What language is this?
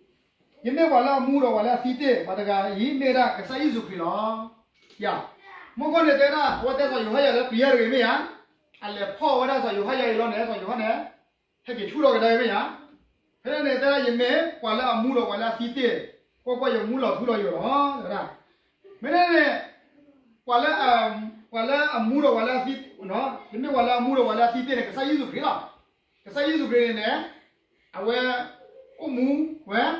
S'gaw Karen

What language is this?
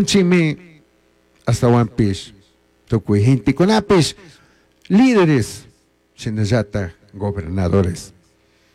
Chimborazo Highland Quichua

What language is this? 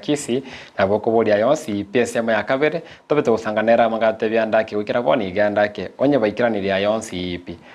Gusii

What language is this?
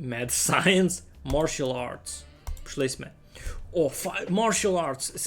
Rusyn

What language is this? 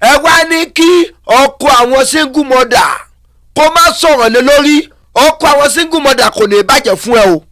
Yoruba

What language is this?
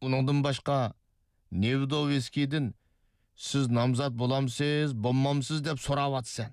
Uyghur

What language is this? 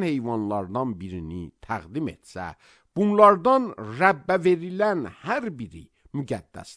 Azerbaijani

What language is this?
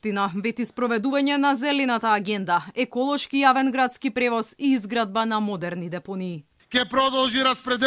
Macedonian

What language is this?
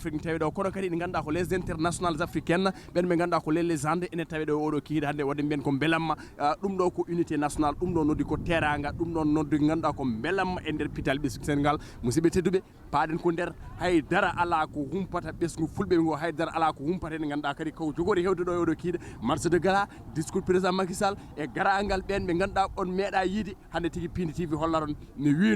Fula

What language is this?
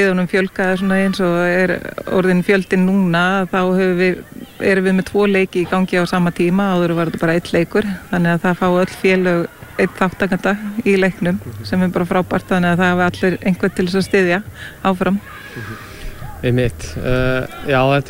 Icelandic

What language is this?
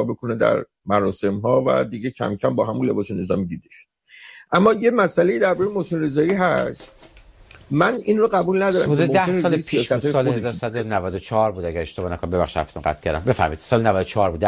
Persian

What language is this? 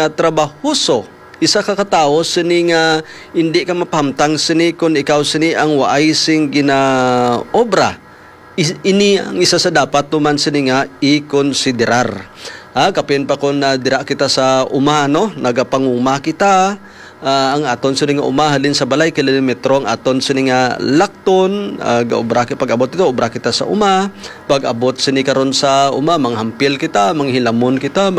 Hiligaynon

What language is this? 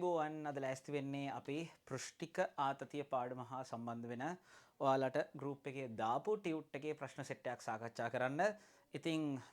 Sinhala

